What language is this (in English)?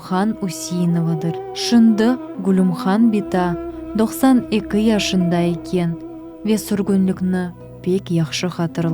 Crimean Tatar